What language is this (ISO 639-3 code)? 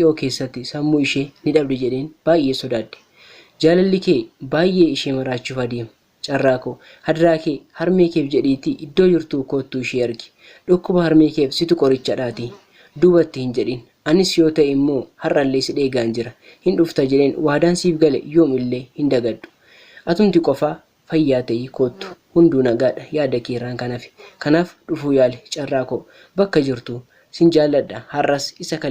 orm